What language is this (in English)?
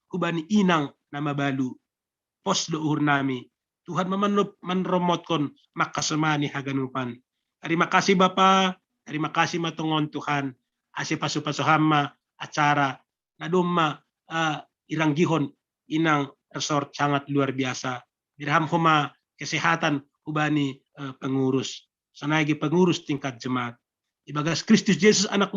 Batak Simalungun